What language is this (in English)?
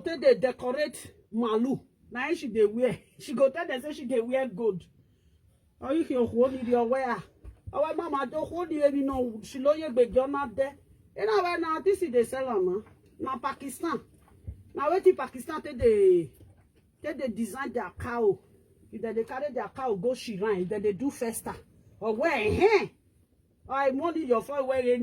Nigerian Pidgin